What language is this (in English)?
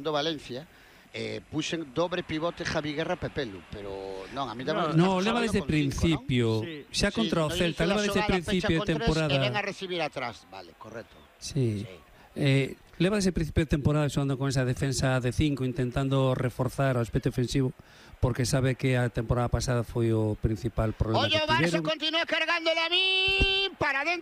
Galician